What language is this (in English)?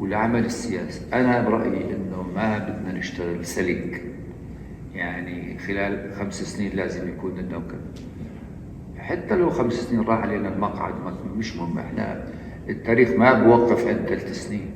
North Levantine Arabic